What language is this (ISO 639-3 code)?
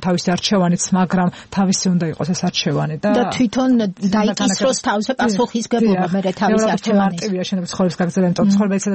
kat